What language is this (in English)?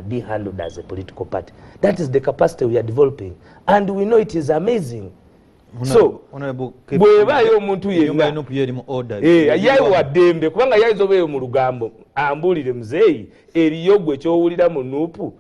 Ganda